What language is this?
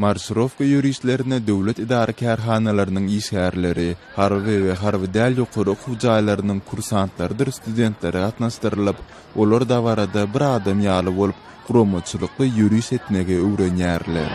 Turkmen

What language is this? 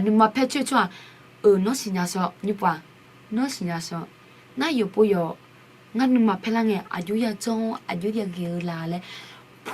Akha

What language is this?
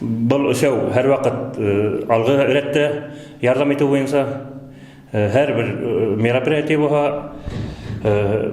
Bashkir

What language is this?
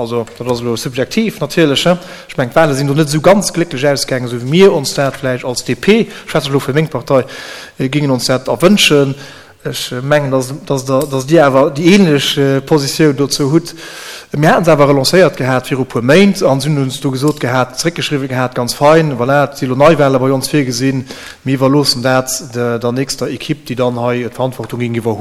Luxembourgish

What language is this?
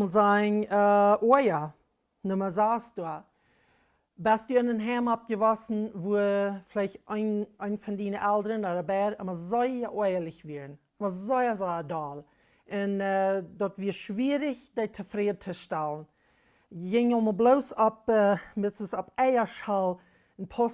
Plautdietsch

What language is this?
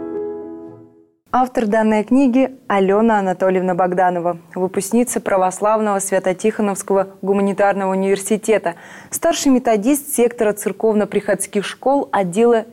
Russian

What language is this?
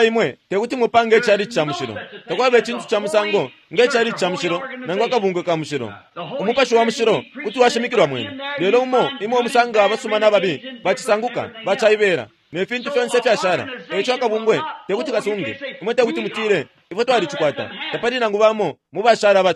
Bemba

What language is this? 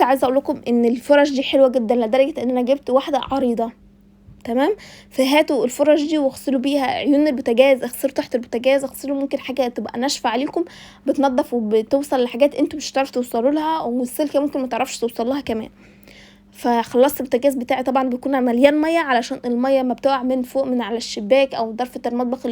Egyptian Arabic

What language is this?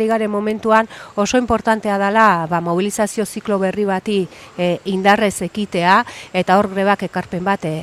Basque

